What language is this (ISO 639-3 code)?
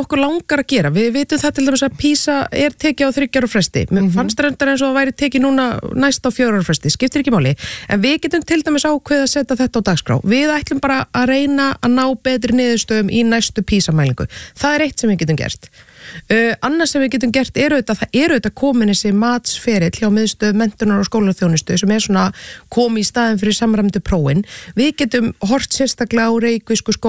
isl